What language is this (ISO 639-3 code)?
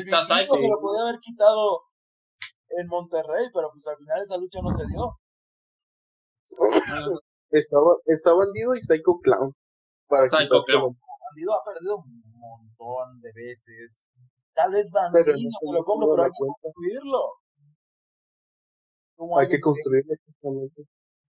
spa